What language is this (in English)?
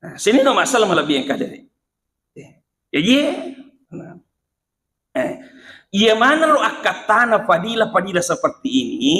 Buginese